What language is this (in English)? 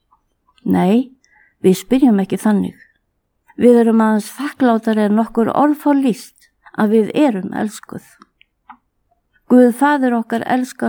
Icelandic